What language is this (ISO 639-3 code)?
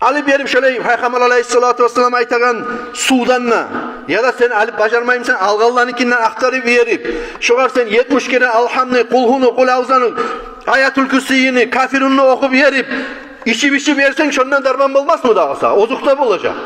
kum